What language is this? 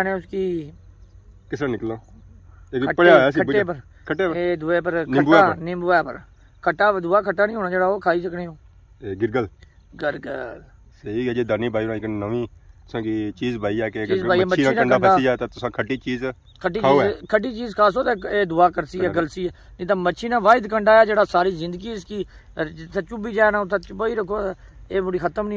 Pahari-Potwari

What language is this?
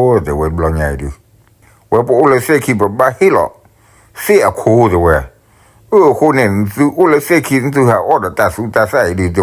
S'gaw Karen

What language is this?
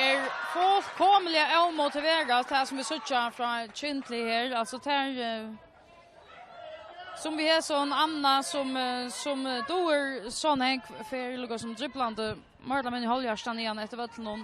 Faroese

